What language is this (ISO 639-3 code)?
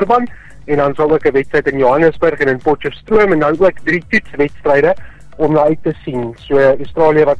afr